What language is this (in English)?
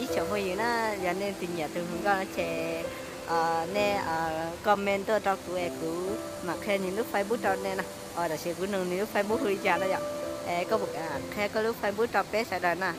Hmong